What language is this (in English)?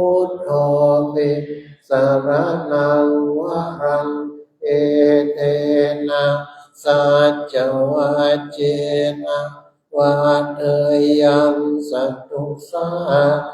Pali